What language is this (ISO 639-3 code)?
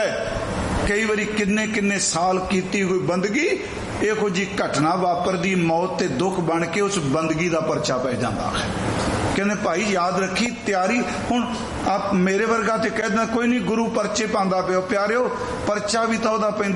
pan